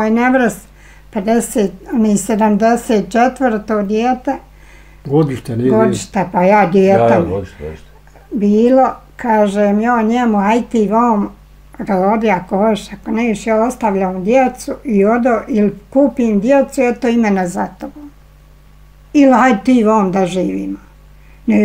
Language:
Bosnian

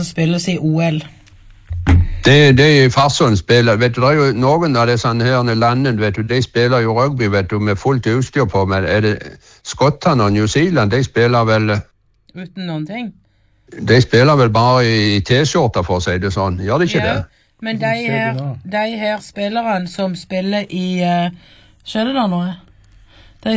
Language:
Norwegian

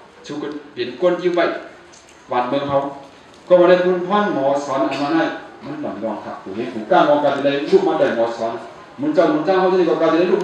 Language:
Shan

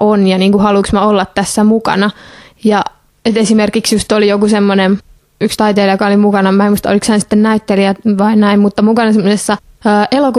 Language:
Finnish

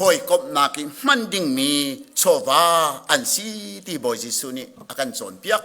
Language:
Hakha Chin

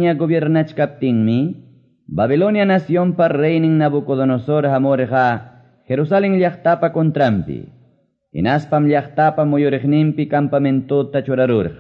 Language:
Quechua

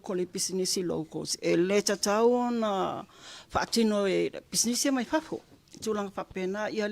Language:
Samoan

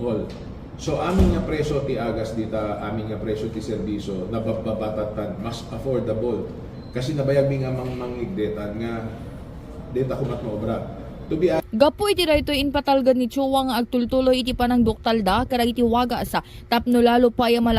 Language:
Iloko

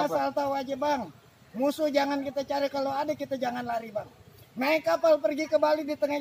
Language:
Betawi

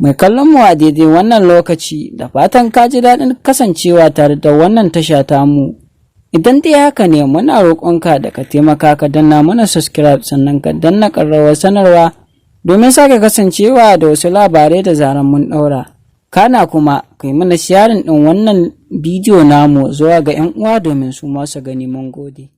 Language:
Hausa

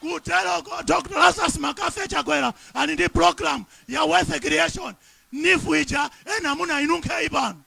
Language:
Nyanja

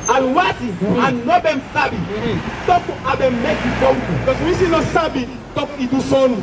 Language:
Sranan Tongo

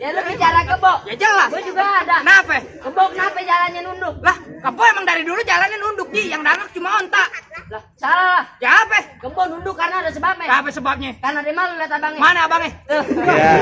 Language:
Betawi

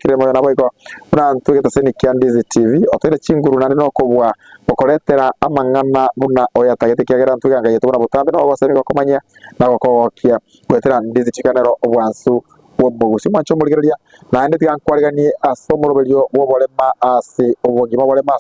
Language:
Gusii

